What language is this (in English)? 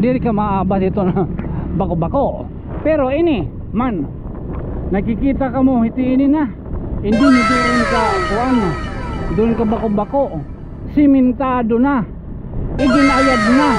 Waray